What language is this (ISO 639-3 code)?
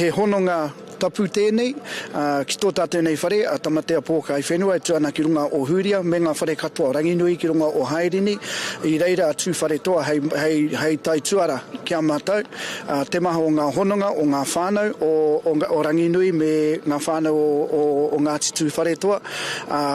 mri